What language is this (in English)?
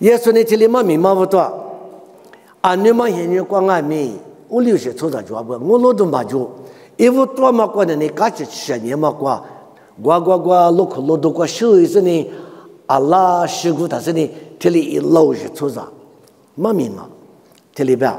Lisu